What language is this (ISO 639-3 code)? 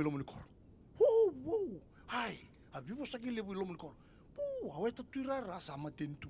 fij